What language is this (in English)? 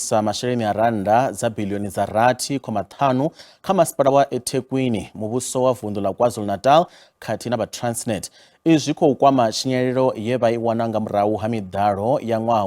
Venda